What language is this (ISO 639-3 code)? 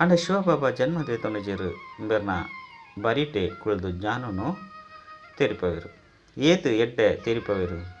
tcy